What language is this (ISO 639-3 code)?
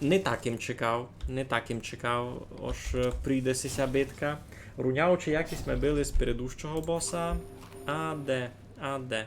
rue